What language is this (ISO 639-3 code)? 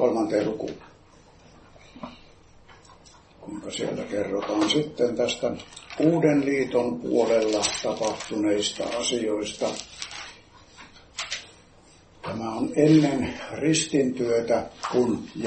fin